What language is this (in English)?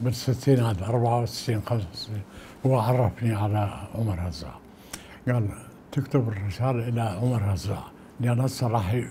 Mesopotamian Arabic